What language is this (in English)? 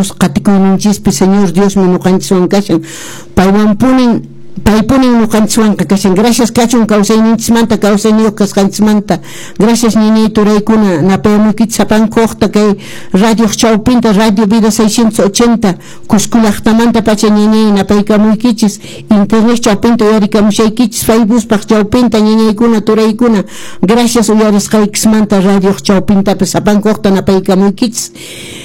Quechua